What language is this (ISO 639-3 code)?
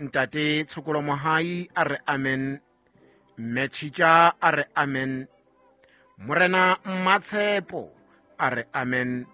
sot